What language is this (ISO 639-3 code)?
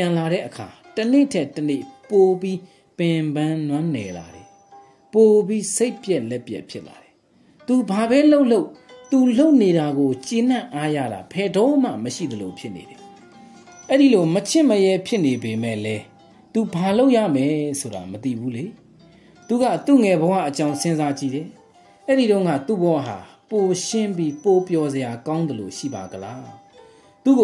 mya